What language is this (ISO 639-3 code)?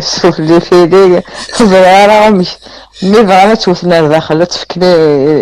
kab